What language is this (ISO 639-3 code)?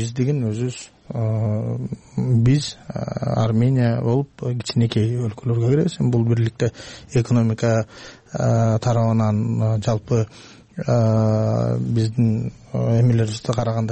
kir